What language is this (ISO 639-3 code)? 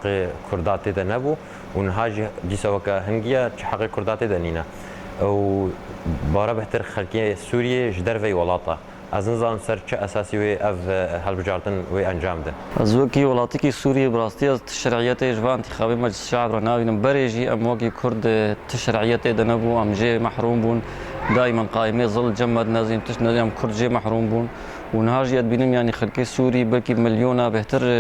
kur